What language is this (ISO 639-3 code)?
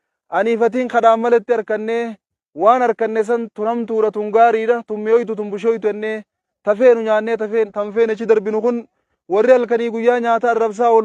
orm